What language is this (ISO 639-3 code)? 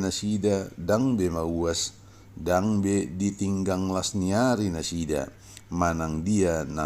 bbc